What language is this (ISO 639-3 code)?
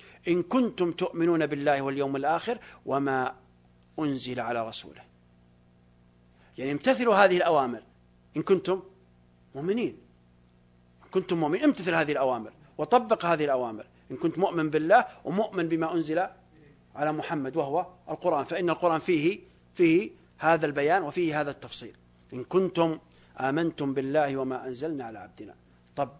ara